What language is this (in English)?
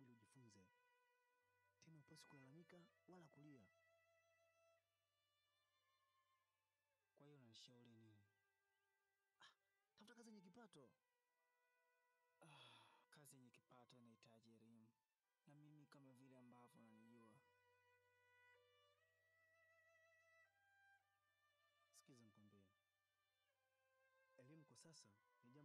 Swahili